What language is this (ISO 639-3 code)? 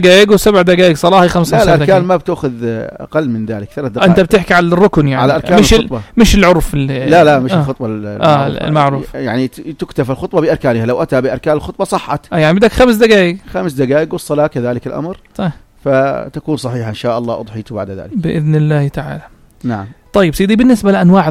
apc